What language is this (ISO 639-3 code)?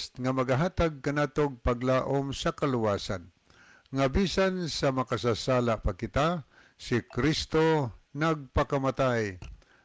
ceb